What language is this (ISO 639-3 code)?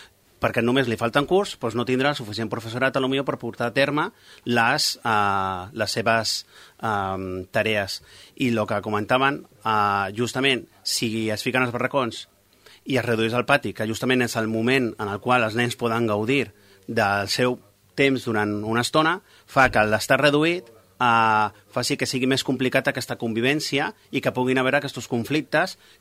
cat